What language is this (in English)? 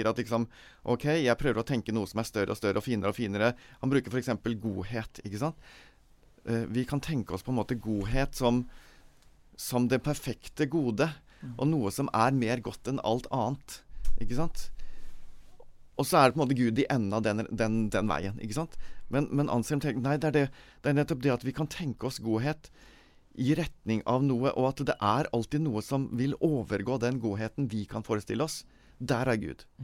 Norwegian